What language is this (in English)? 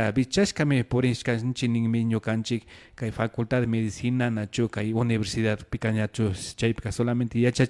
Imbabura Highland Quichua